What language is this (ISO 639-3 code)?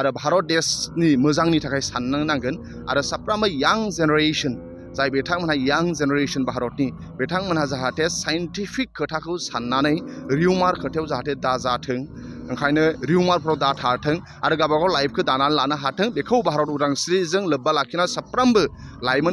brx